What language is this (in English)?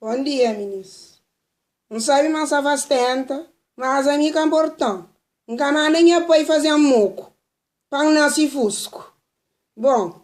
Kabuverdianu